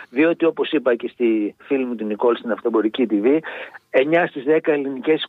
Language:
Greek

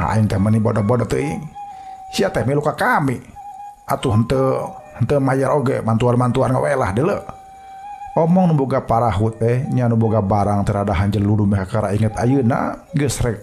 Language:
Sundanese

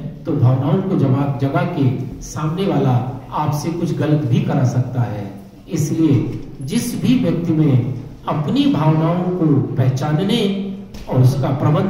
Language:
Hindi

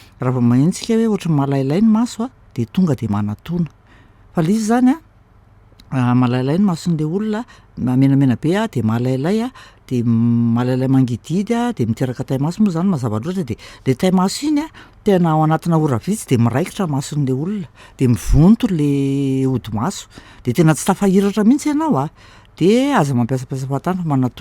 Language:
Malagasy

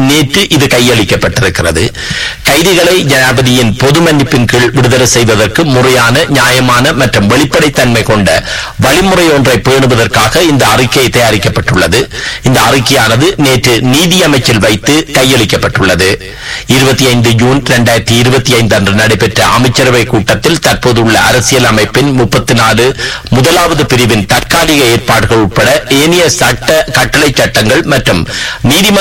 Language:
Tamil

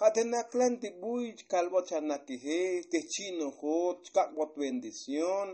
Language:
Tzotzil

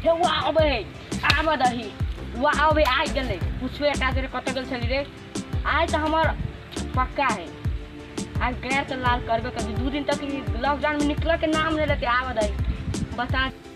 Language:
Maithili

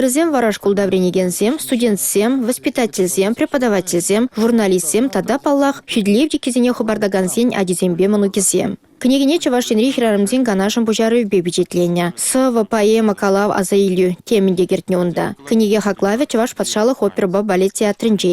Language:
Chuvash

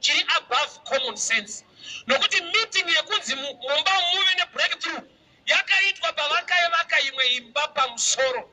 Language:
Shona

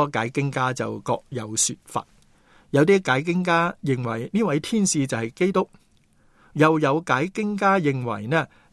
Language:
Cantonese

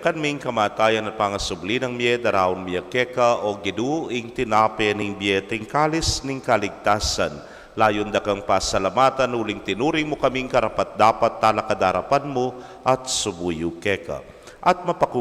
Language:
Pampanga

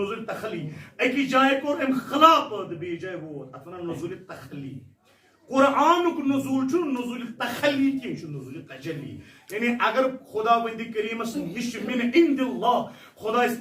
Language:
Kashmiri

